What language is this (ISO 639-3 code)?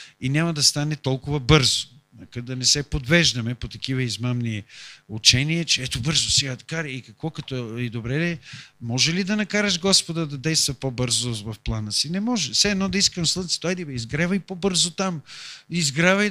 bul